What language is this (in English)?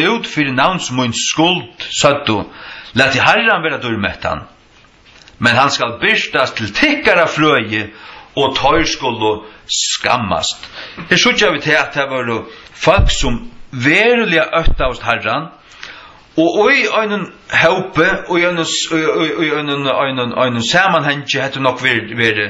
Faroese